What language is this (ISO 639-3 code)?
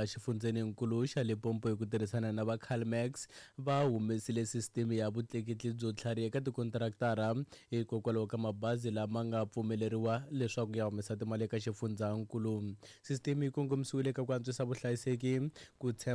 tso